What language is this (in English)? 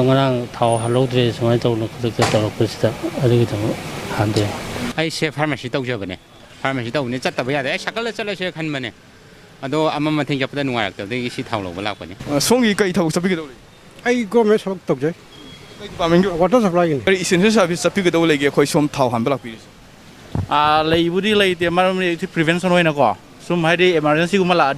Manipuri